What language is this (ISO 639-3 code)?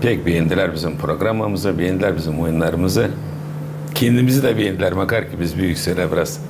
gag